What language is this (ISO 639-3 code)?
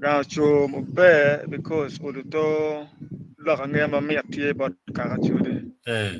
ach